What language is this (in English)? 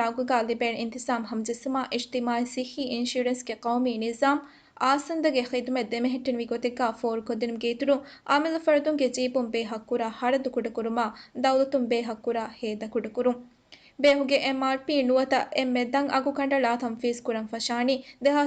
Divehi